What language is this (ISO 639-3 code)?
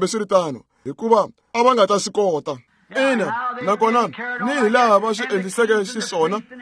tso